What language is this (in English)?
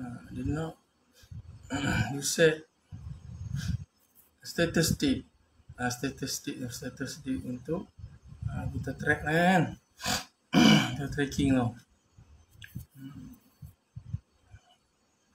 Malay